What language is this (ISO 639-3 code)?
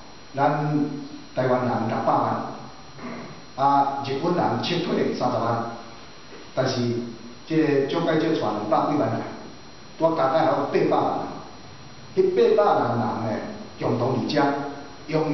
nan